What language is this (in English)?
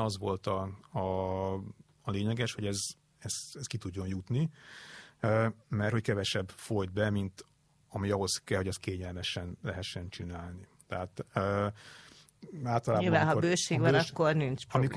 Hungarian